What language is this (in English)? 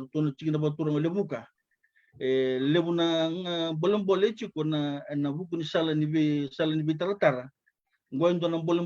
Fijian